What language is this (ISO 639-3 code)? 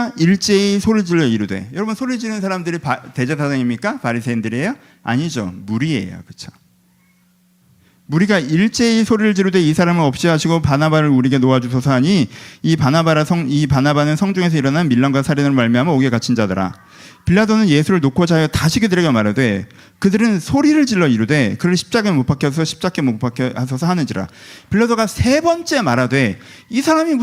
kor